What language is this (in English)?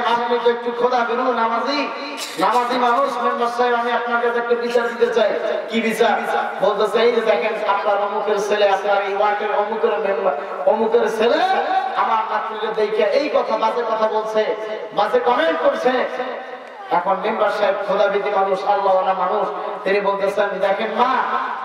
Bangla